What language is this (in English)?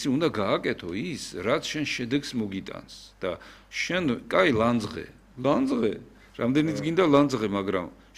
Georgian